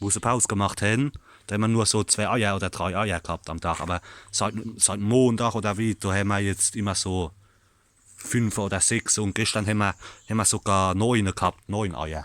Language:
Palatine German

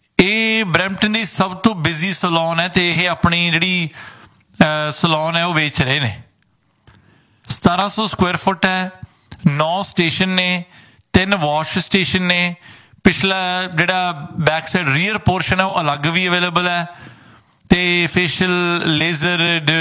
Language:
Punjabi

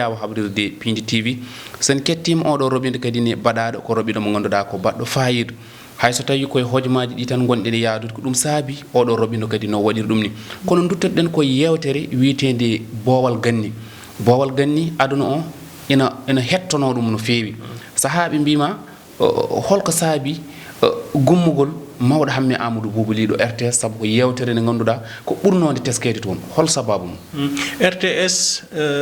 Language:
Fula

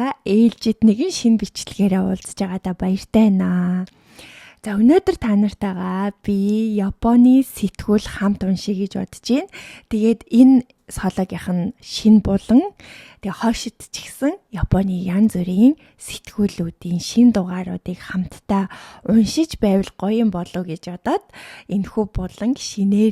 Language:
Mongolian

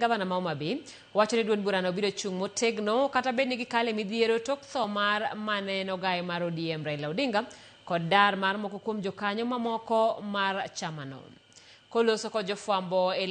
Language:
Luo (Kenya and Tanzania)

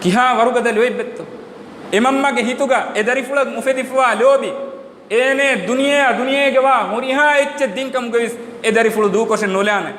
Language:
Divehi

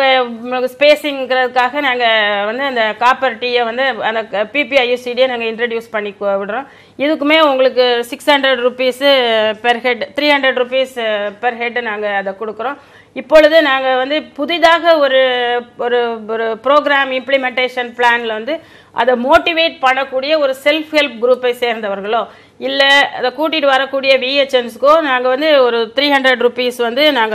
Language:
Tamil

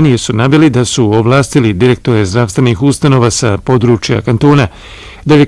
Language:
Bosnian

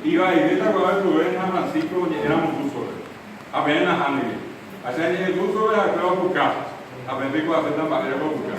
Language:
Guarani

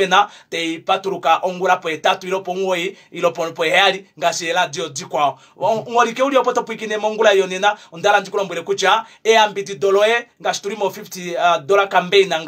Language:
Kuanyama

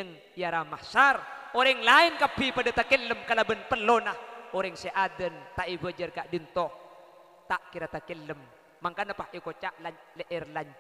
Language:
Madurese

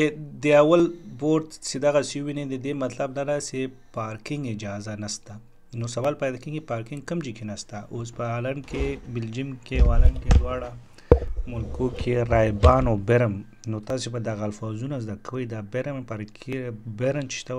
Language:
Pashto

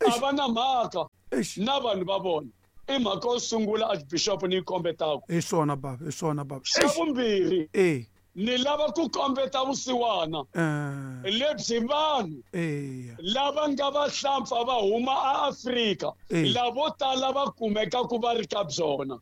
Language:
Tsonga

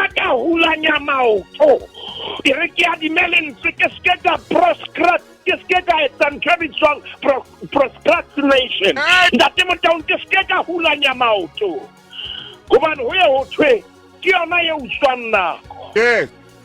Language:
Southern Sotho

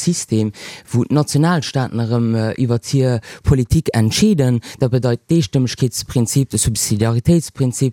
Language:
Luxembourgish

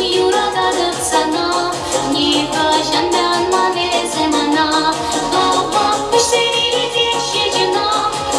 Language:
Chuvash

